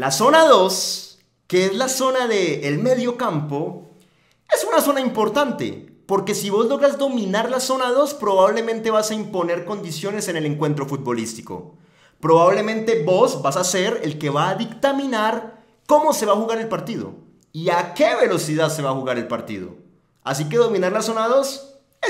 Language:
Spanish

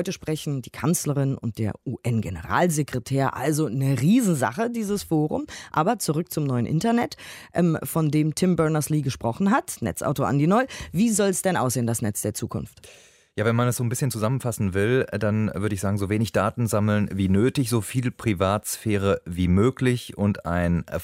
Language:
German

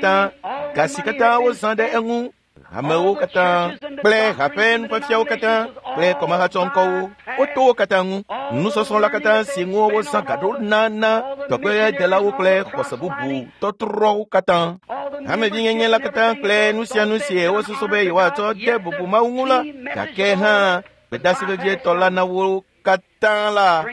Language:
Ewe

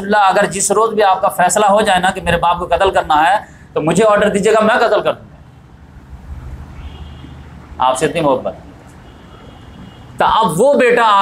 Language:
Hindi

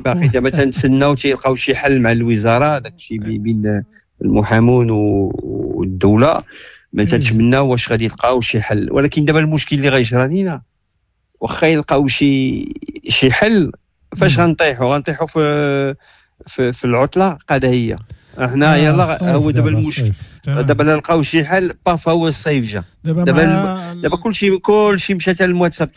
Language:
Moroccan Arabic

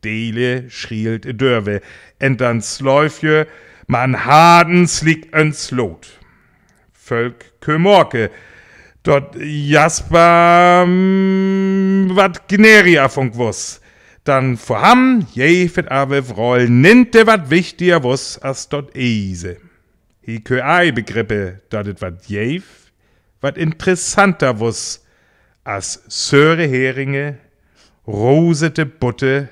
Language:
Northern Frisian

